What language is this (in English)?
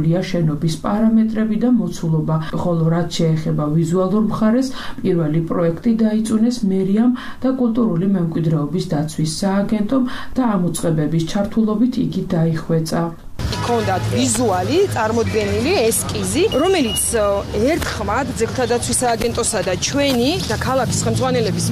Georgian